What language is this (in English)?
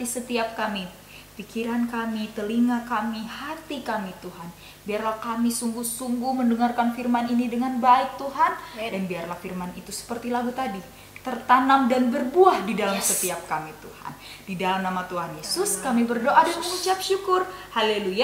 Indonesian